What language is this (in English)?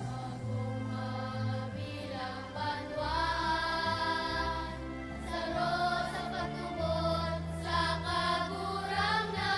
Bikol